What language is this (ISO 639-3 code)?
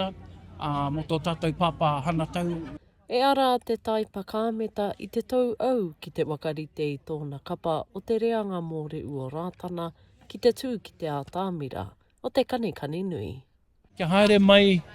mri